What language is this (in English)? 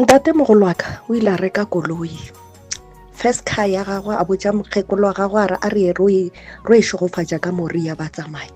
Northern Sotho